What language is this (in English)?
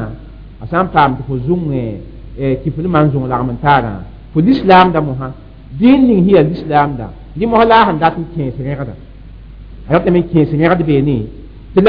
Mossi